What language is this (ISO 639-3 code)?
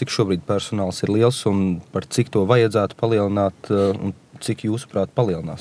lav